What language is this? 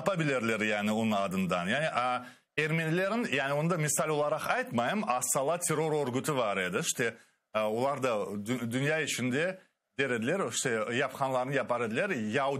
Crimean Tatar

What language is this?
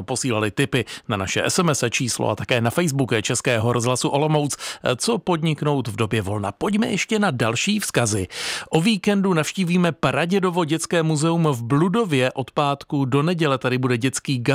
Czech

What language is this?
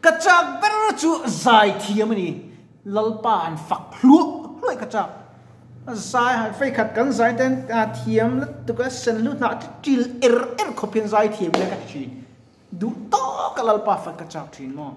Mizo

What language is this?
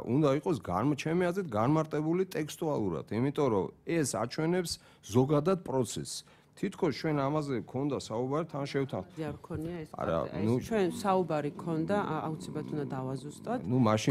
Georgian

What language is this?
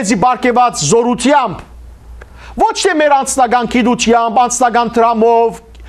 Western Armenian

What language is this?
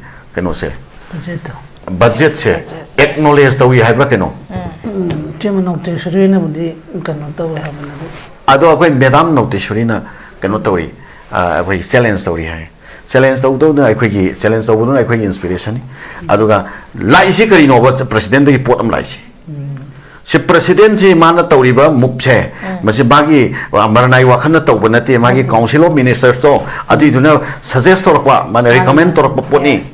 Manipuri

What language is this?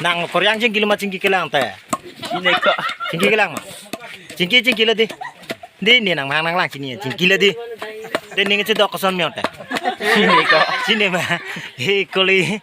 Karbi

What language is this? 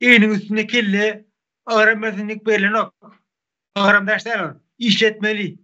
Turkmen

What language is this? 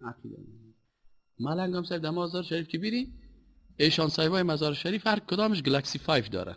Persian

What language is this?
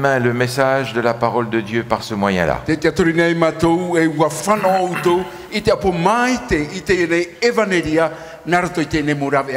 Tahitian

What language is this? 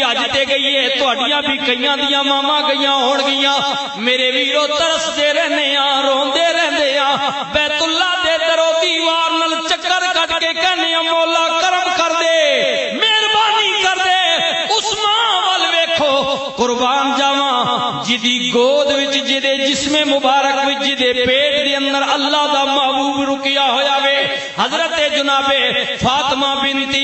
Western Panjabi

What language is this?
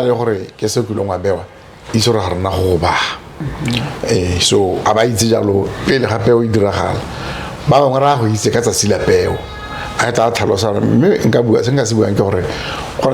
Tswana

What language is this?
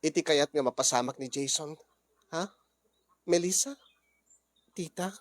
Iloko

